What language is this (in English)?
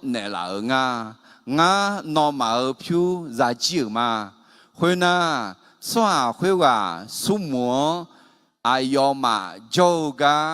Akha